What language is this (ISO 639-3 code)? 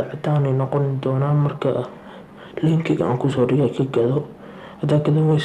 som